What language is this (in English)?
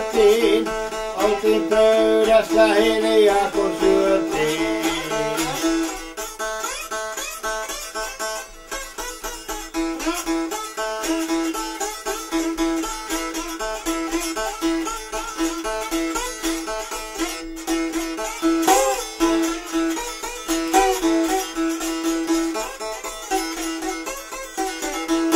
Finnish